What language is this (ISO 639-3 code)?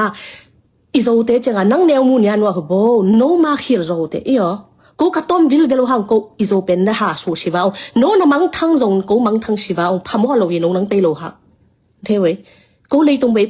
ctd